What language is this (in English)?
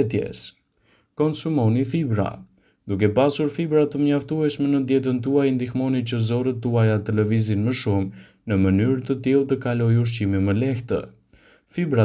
Albanian